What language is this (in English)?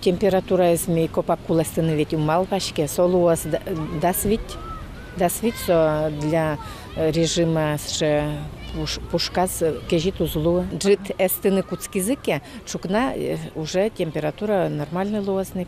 Udmurt